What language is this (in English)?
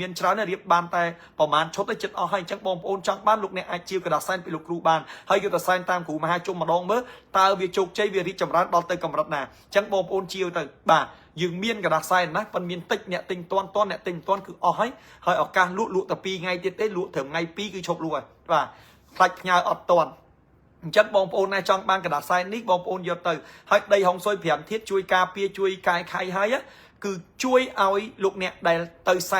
Khmer